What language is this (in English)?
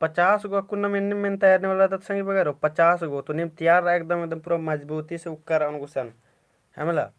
Kurukh